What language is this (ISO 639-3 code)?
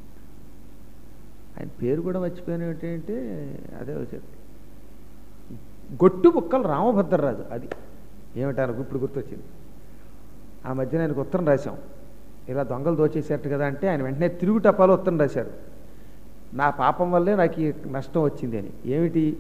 tel